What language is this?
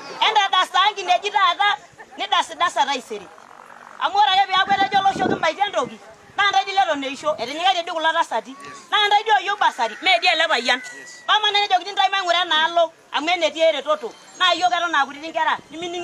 Masai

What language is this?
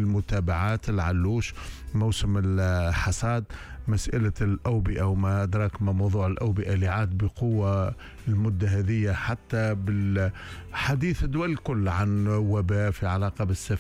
Tunisian Arabic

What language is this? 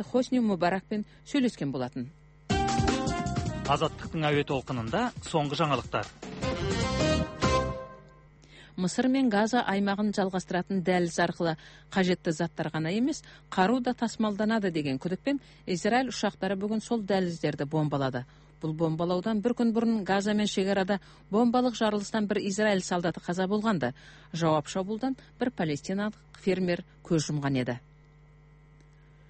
Kazakh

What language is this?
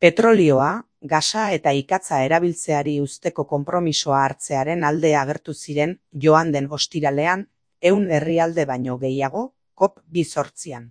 Basque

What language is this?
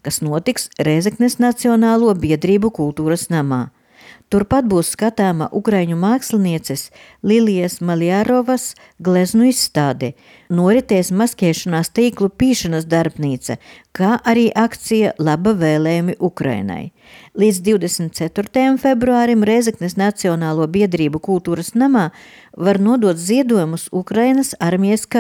Latvian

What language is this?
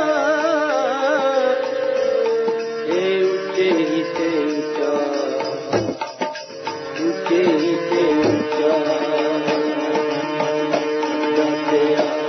Punjabi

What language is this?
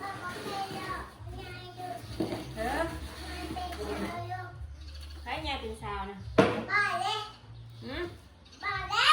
Northeastern Thai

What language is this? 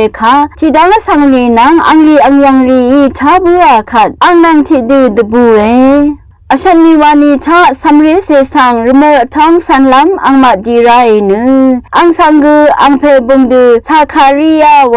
Rawang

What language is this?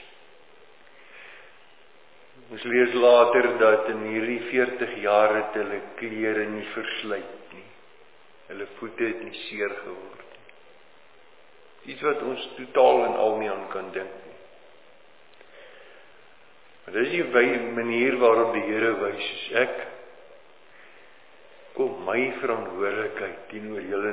Afrikaans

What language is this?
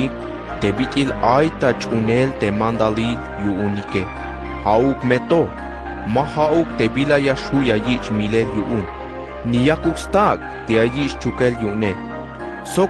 Tzeltal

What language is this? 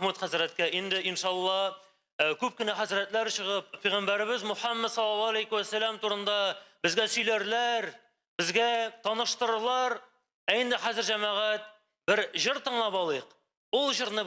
Tatar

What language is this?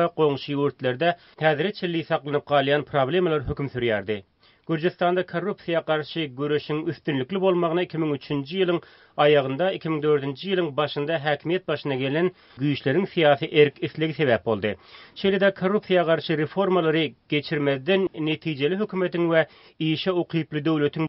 Turkmen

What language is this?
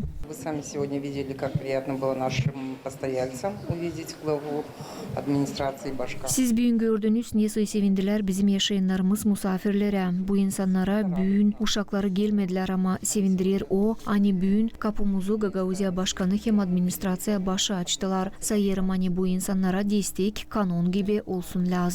Gagauz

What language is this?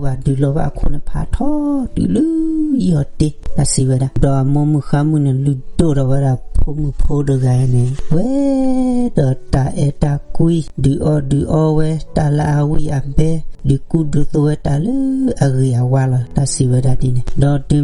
S'gaw Karen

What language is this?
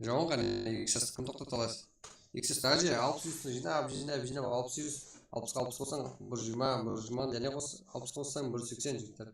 Kara-Kalpak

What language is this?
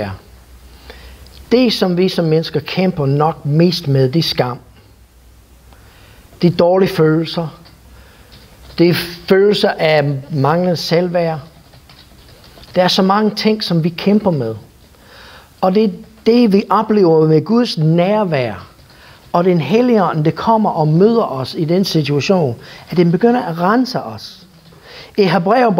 Danish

